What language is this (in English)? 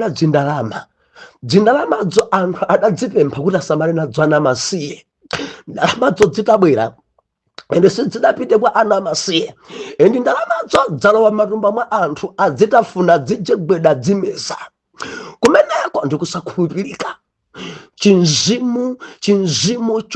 Nyanja